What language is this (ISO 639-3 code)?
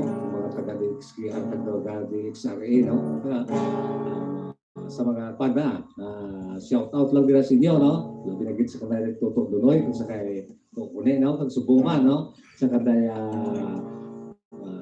hil